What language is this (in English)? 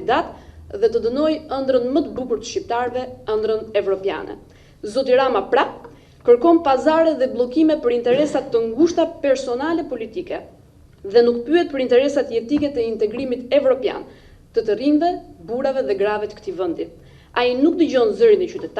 Albanian